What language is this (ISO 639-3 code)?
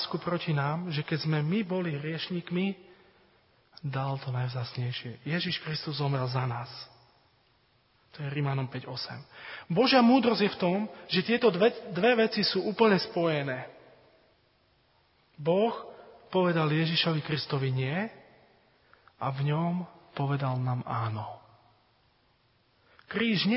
slk